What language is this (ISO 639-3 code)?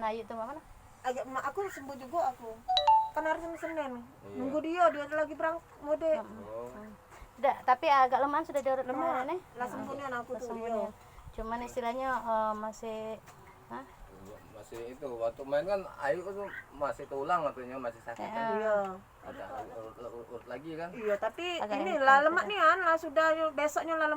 mui